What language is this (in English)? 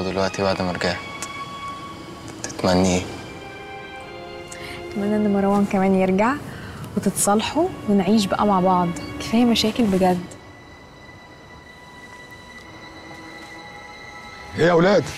Egyptian Arabic